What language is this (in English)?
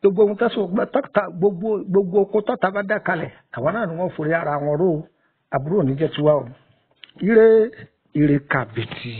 Yoruba